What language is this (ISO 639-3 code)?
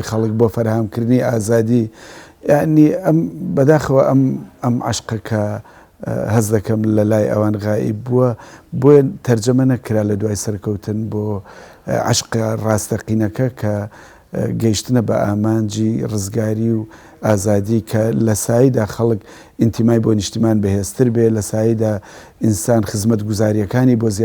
ckb